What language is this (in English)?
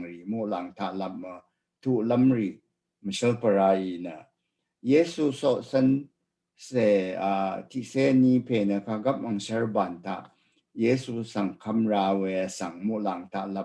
Rawang